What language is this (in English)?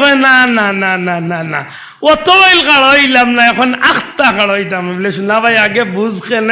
Sylheti